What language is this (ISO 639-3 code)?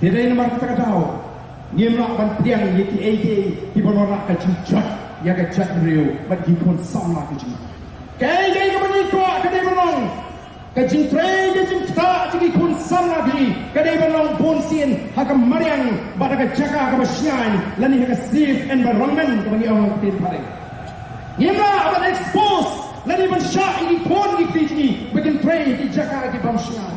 kha